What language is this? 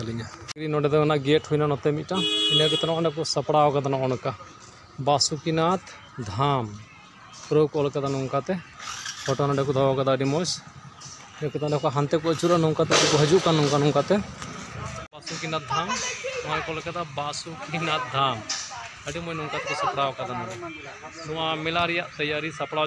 Santali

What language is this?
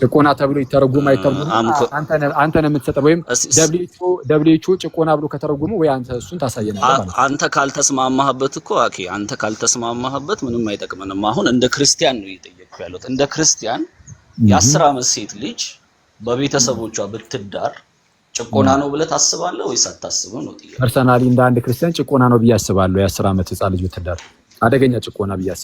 Amharic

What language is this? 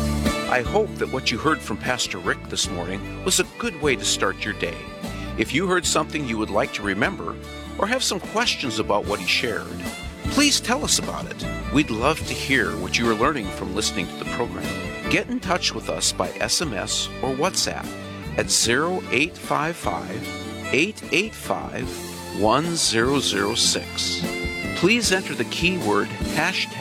English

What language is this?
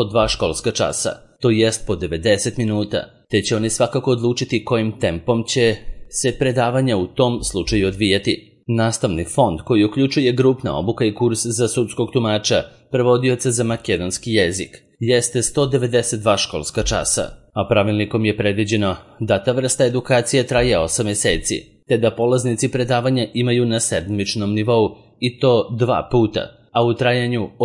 Serbian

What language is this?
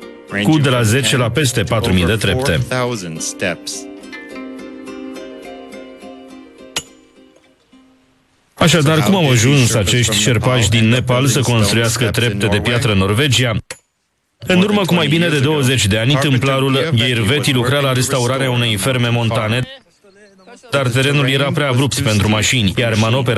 Romanian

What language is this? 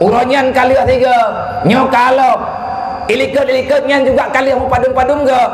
Achinese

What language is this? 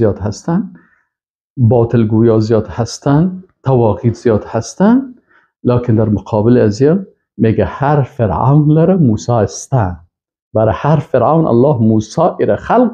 Persian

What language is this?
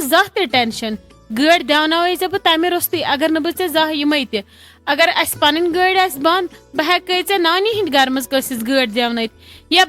Kashmiri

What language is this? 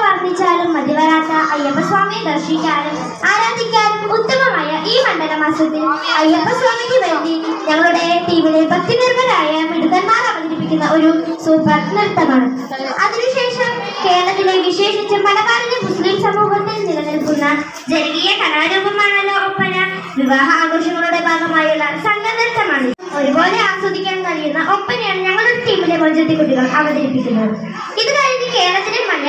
Malayalam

